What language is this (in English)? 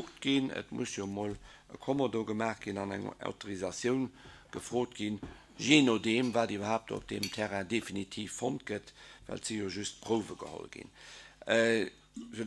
Luxembourgish